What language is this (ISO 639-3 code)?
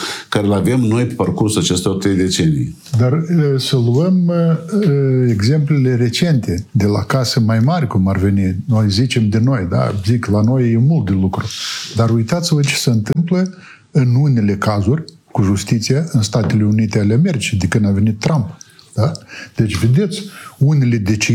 ron